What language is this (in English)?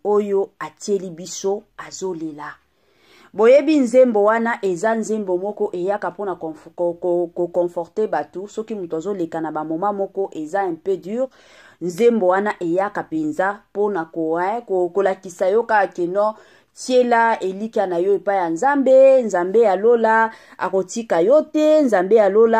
Lingala